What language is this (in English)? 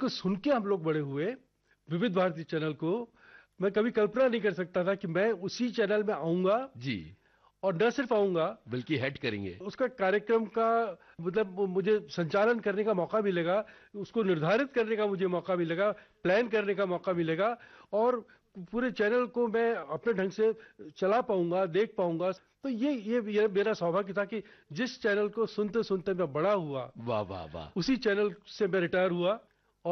Hindi